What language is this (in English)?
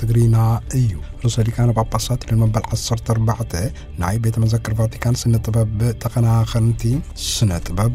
Tigrinya